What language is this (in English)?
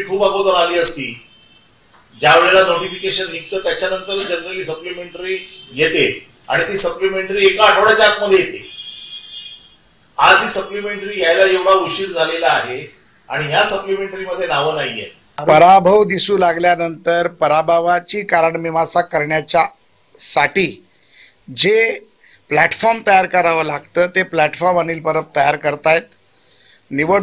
Marathi